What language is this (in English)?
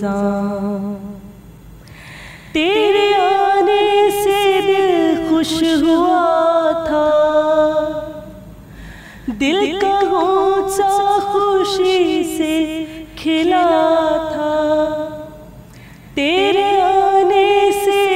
Urdu